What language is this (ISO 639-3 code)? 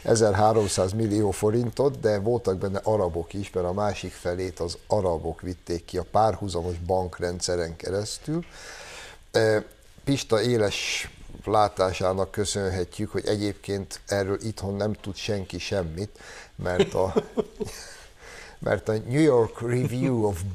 hun